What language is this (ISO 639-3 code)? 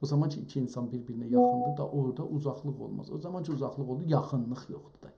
azb